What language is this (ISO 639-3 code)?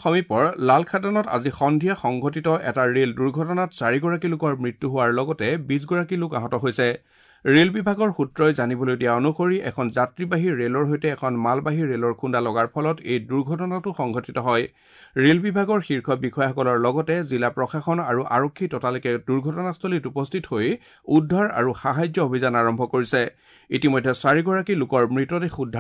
asm